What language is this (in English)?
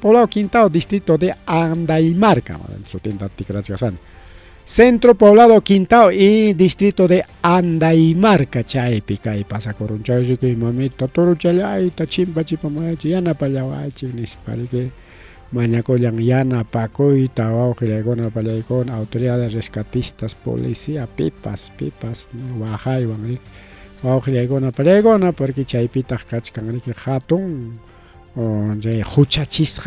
Ayacucho Quechua